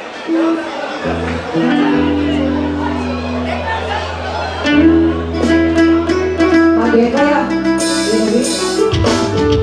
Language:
Bulgarian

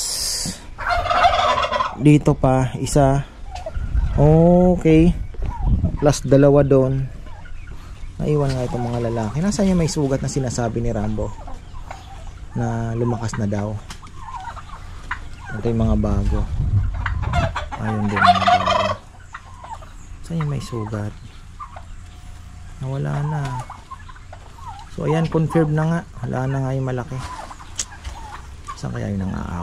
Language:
Filipino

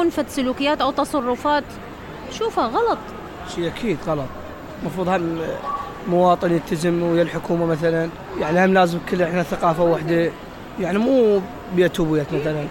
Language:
Mesopotamian Arabic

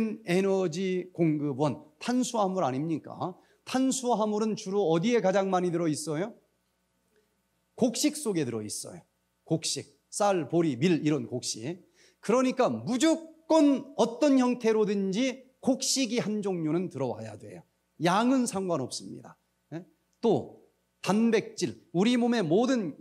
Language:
Korean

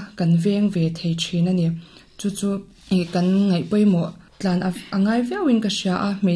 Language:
Mizo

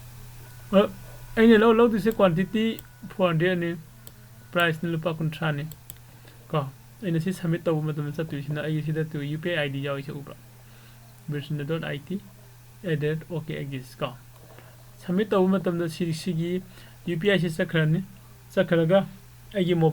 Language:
Manipuri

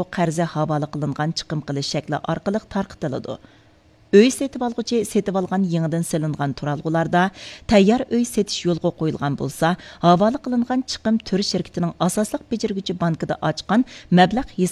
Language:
Uyghur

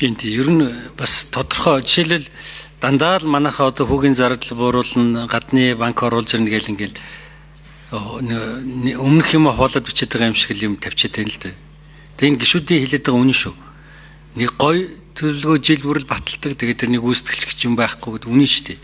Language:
Mongolian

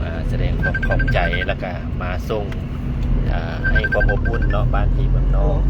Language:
Lao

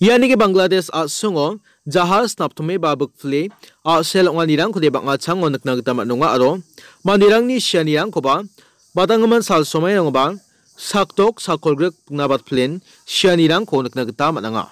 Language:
Garo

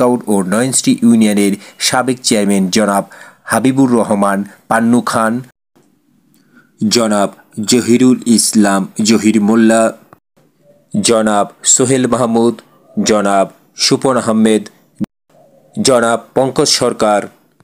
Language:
Bangla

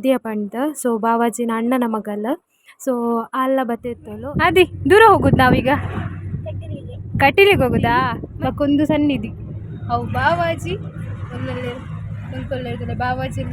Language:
Tulu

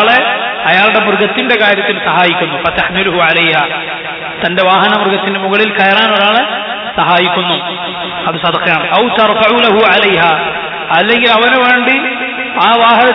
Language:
Malayalam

